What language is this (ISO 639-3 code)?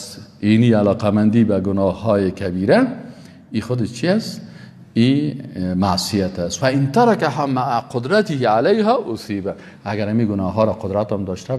fas